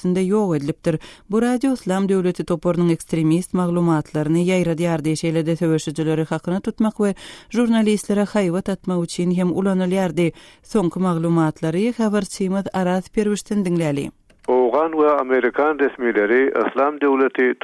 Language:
Turkmen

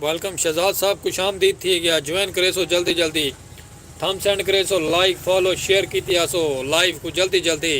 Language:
Saraiki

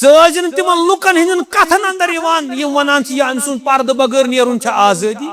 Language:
Kashmiri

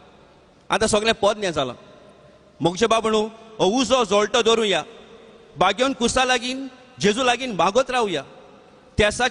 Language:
Konkani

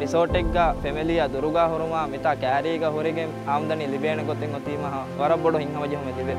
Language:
Divehi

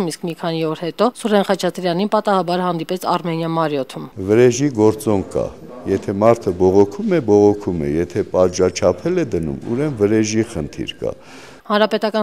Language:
Armenian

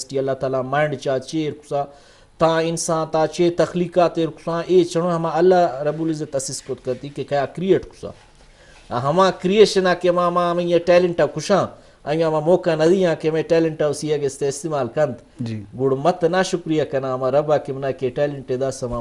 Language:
Eastern Balochi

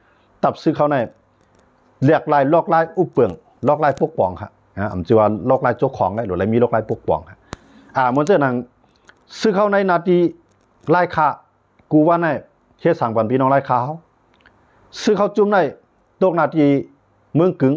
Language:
Shan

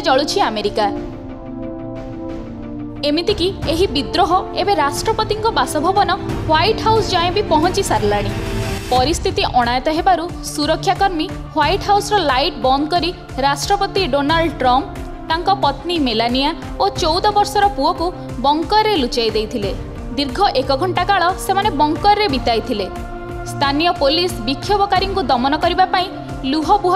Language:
Odia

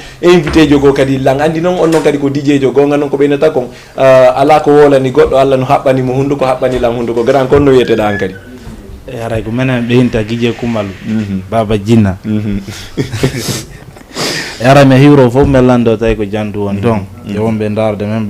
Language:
Fula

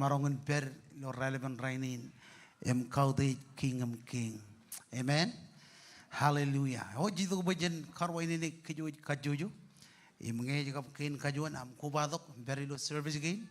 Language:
Marshallese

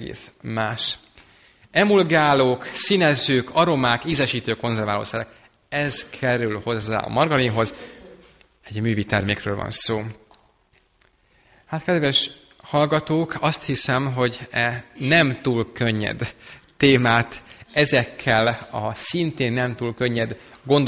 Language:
Hungarian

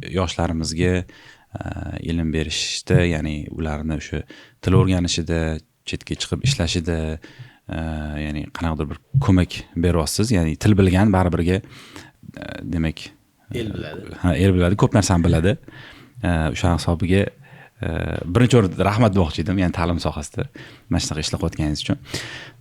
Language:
Uzbek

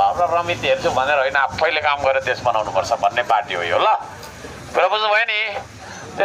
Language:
Nepali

